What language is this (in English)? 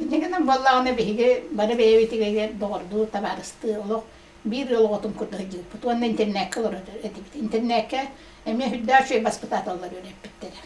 Yakut